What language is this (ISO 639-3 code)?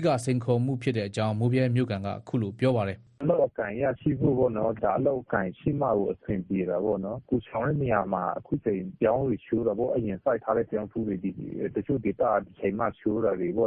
mya